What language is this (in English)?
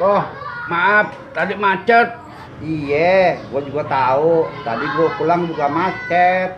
Betawi